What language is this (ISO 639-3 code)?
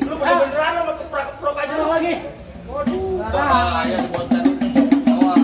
bew